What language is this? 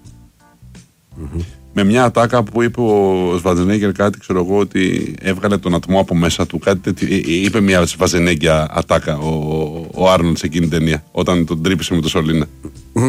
Greek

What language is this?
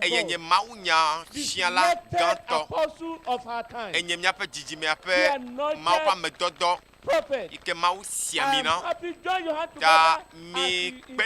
Ewe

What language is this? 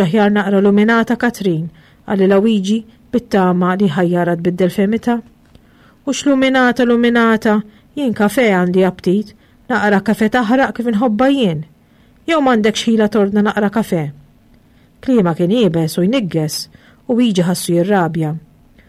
Maltese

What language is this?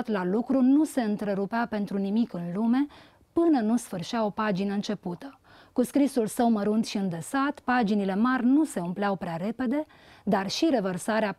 Romanian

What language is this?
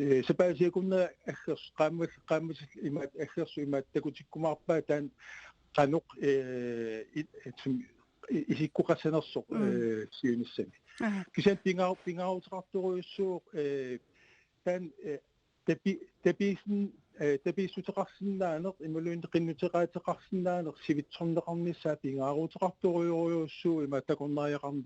Kalaallisut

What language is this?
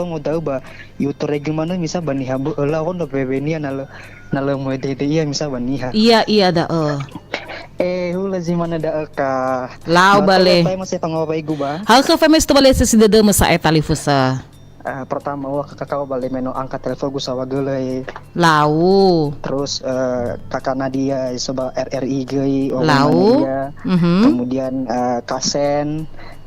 Nias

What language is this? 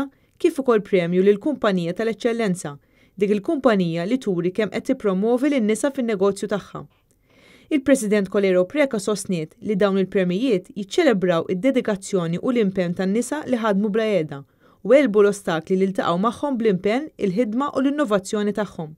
Maltese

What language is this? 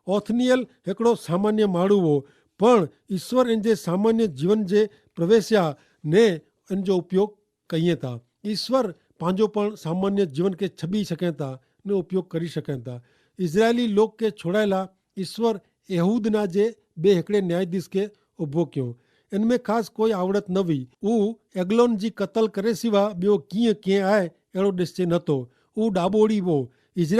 Kachhi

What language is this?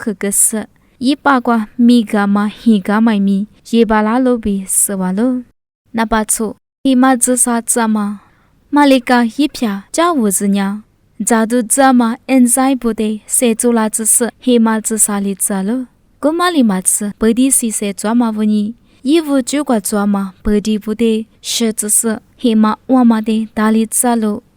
Lisu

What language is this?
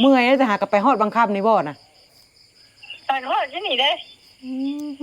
Northeastern Thai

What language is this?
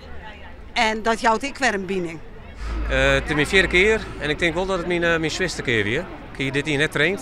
Western Frisian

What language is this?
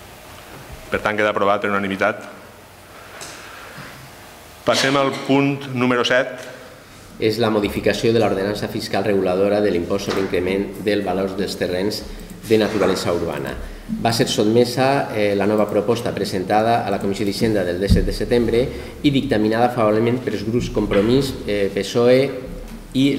Catalan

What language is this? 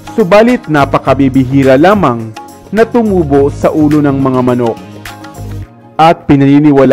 Filipino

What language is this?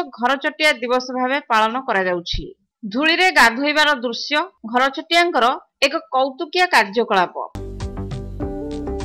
Odia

